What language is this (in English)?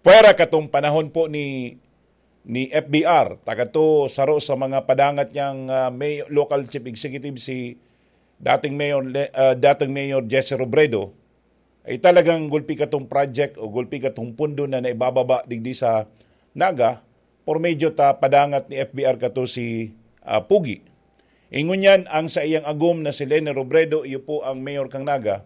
Bikol